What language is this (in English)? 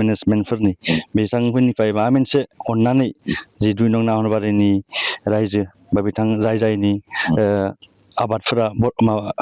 Bodo